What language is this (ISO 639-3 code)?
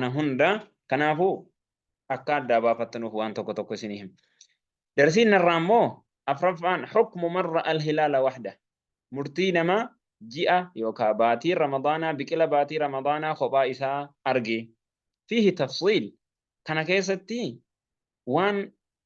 orm